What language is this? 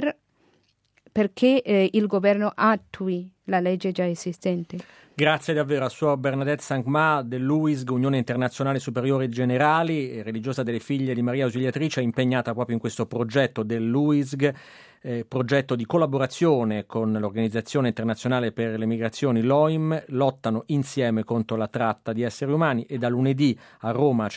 Italian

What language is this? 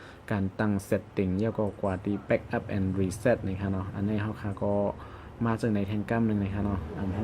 Shan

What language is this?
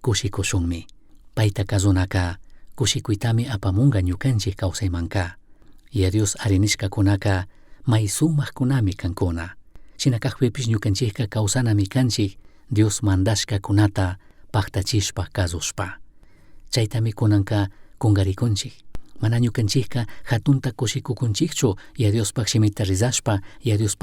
Chimborazo Highland Quichua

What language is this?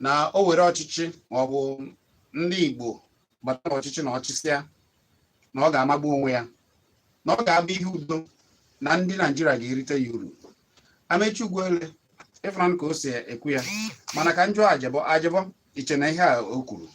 Igbo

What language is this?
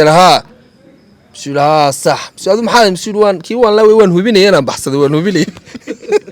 Somali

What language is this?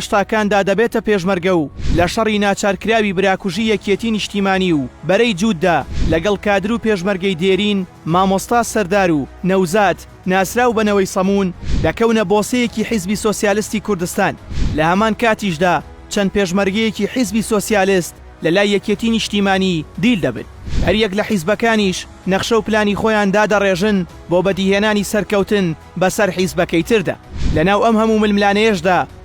Central Kurdish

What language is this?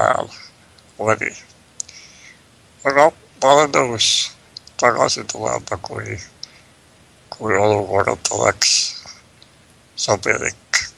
Estonian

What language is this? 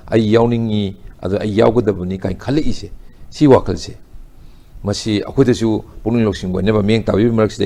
Manipuri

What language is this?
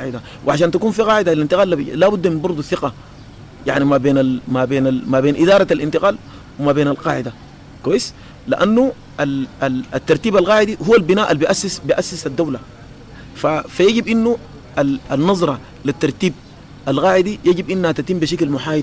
Sudanese Arabic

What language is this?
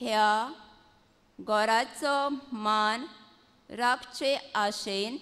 Konkani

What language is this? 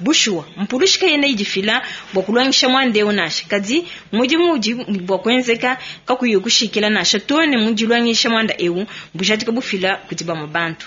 Luba-Lulua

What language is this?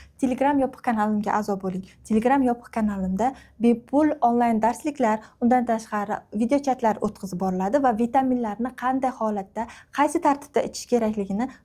Uzbek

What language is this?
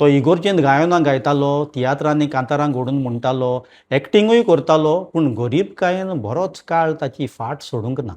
Konkani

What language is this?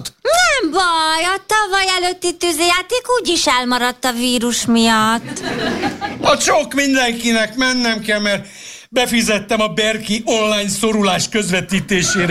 Hungarian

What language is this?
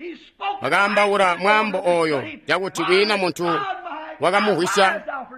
Tonga (Zambia)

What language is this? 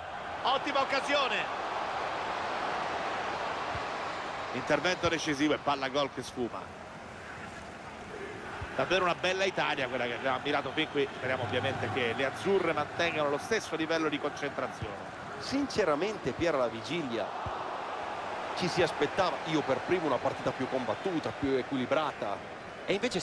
Italian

